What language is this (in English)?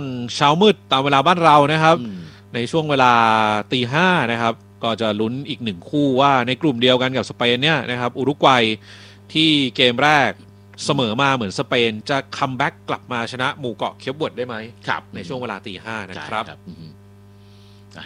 Thai